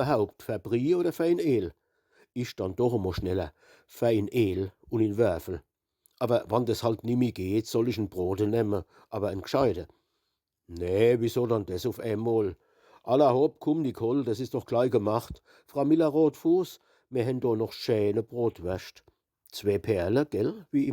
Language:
Palatine German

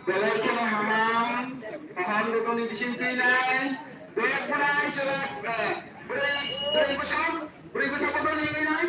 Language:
Kok Borok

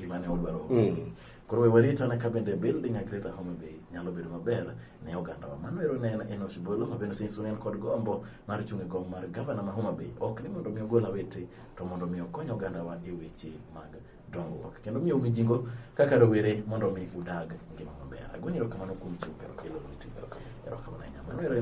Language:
Luo (Kenya and Tanzania)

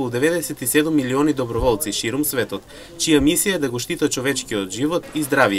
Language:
Macedonian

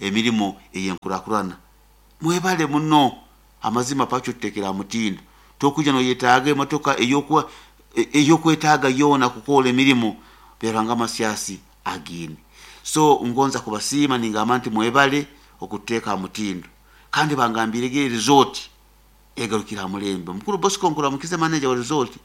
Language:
Nyoro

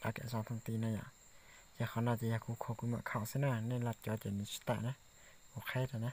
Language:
Hmong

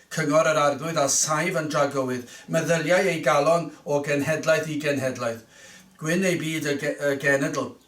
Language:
Welsh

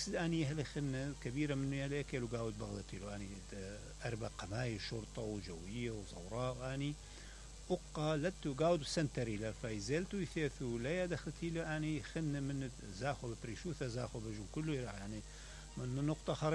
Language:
Mesopotamian Arabic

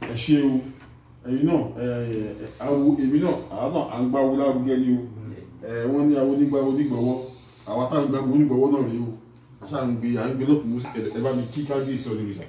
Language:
Yoruba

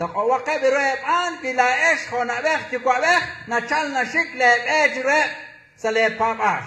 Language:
Kekchí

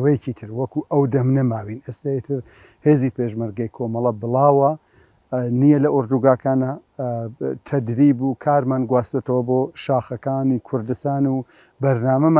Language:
Central Kurdish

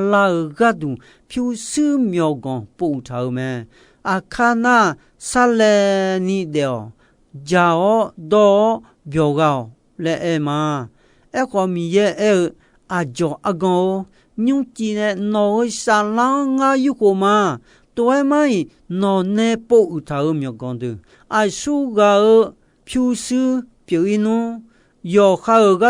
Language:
Akha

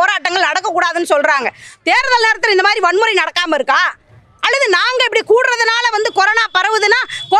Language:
Tamil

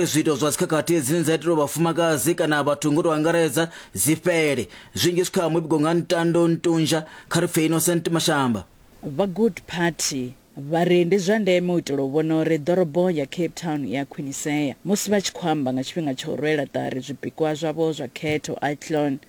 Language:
Venda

